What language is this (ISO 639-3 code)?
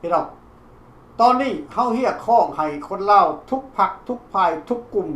lao